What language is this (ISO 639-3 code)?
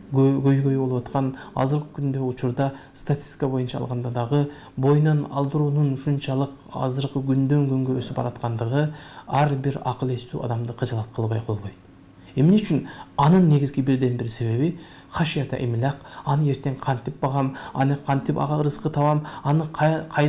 kir